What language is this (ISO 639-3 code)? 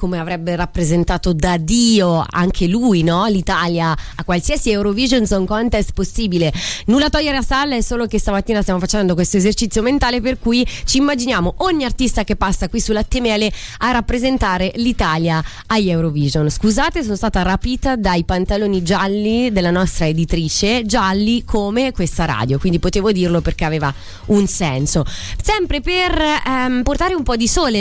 ita